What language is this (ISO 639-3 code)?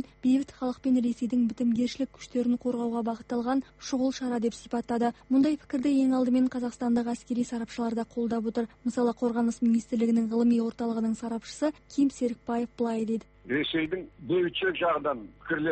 kaz